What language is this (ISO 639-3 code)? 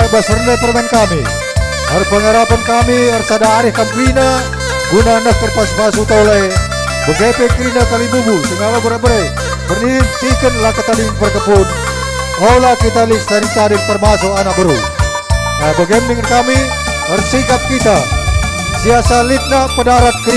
btx